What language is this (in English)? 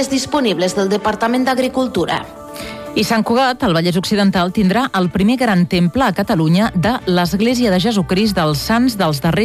Catalan